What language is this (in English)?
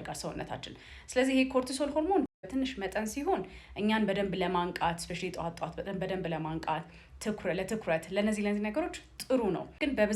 Amharic